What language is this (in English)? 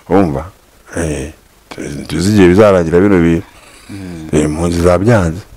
Kinyarwanda